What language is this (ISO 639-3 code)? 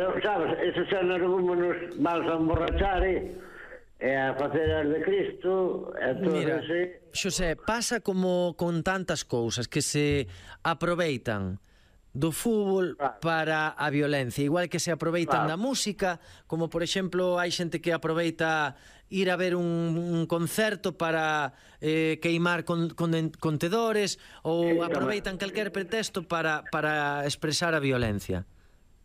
glg